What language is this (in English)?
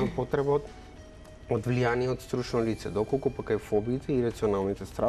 Macedonian